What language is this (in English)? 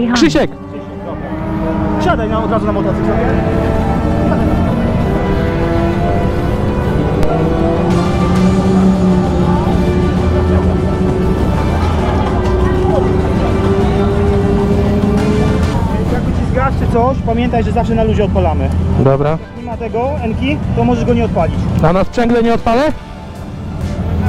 Polish